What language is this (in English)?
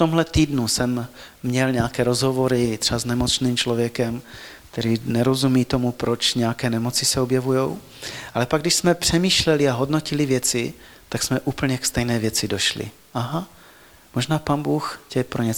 Czech